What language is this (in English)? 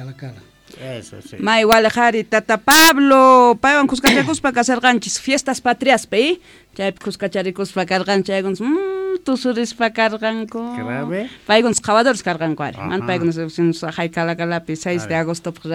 Quechua